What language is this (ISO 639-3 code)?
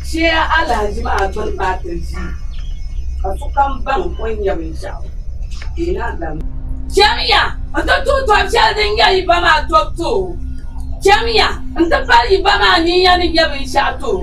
dag